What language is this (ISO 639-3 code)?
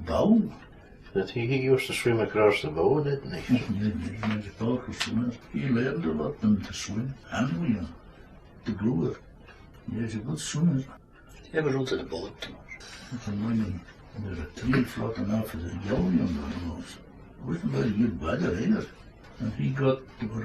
sco